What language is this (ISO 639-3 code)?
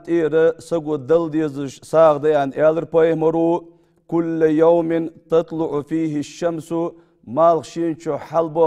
inh